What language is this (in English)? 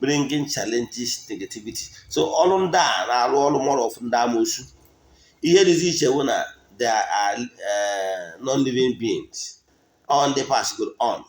Igbo